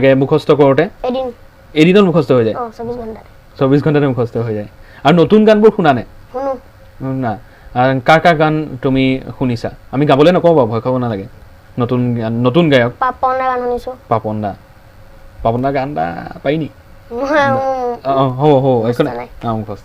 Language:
Assamese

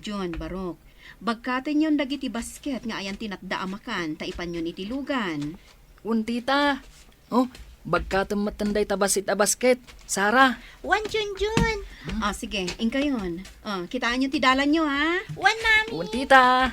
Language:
Iloko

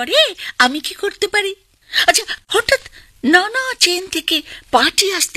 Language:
Bangla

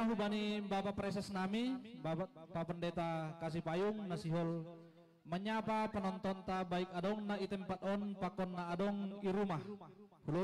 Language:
Batak Simalungun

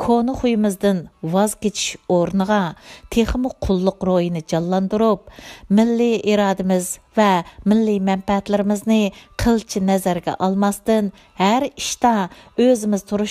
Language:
Uyghur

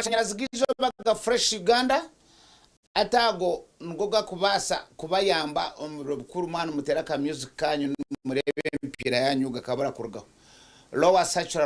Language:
Nyankole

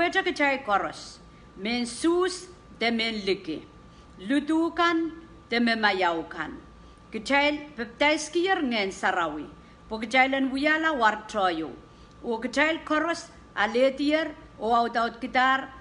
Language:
Pohnpeian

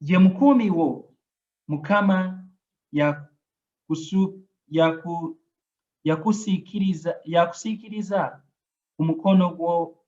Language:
Ganda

